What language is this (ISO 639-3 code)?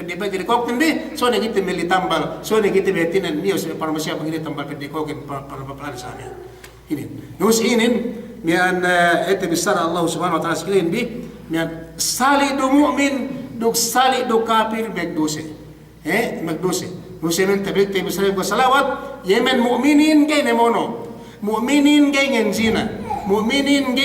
yka